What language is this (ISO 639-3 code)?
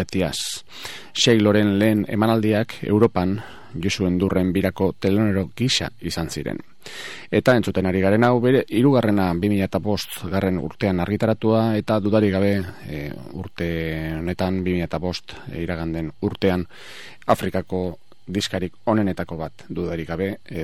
eus